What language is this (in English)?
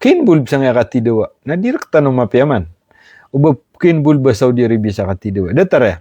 Maranao